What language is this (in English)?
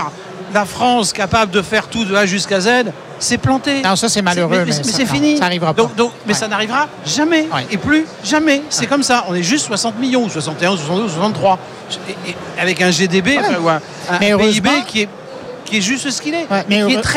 French